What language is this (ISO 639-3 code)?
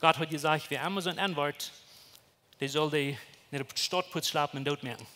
pdt